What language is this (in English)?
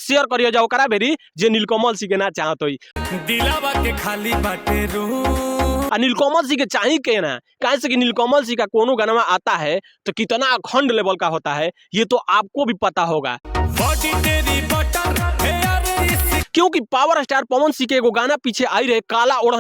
Bhojpuri